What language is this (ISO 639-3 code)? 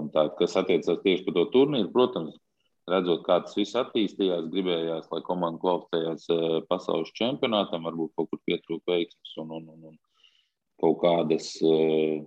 lav